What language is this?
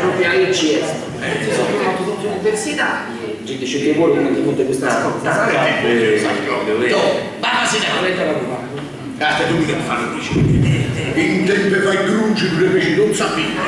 Sardinian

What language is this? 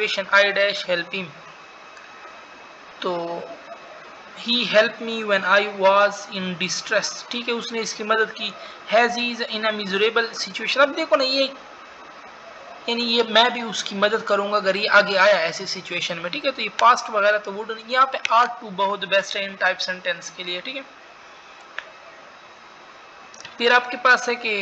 Hindi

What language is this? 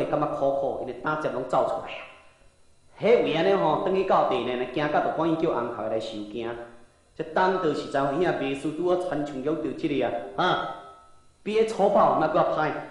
Min Nan Chinese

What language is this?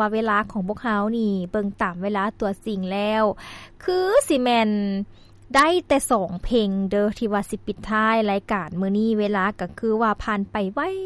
Lao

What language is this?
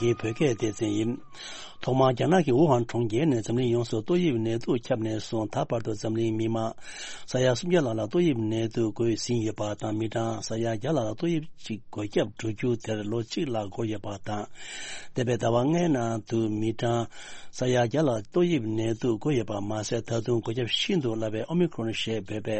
Tibetan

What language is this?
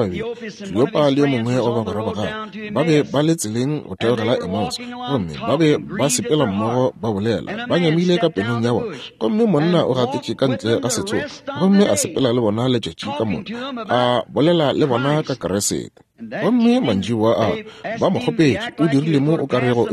Northern Sotho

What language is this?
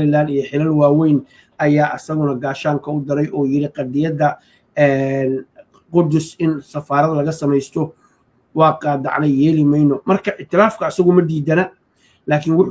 Somali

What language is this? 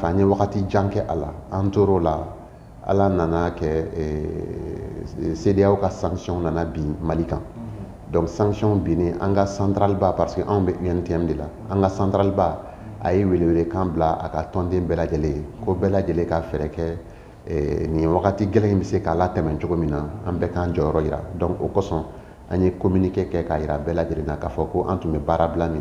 Bambara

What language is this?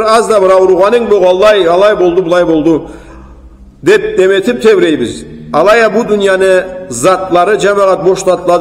Karachay-Balkar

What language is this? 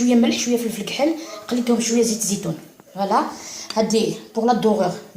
Algerian Arabic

